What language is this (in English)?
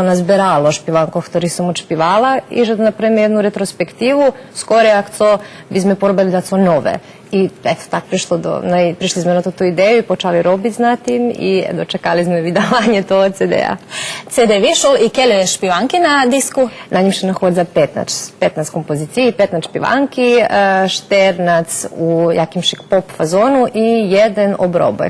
Rusyn